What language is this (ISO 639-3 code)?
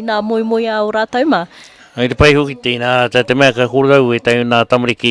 mri